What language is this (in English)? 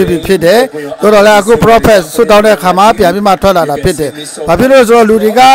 Burmese